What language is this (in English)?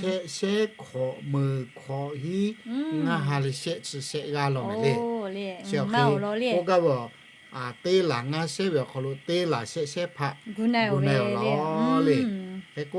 Lahu